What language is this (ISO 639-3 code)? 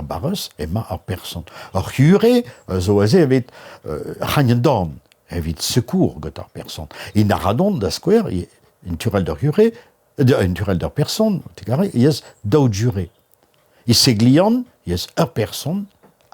bre